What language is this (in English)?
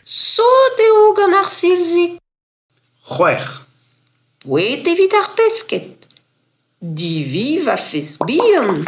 Breton